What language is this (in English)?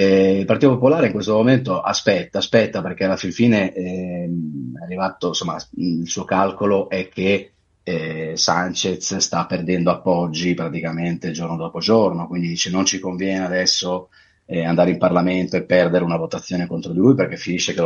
Italian